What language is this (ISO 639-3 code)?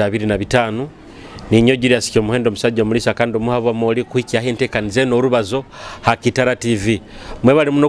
nyo